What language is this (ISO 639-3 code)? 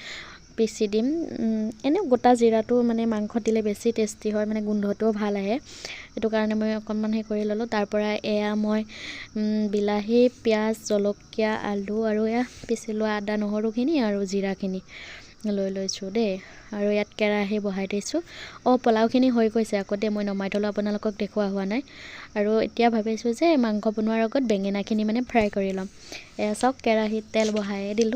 asm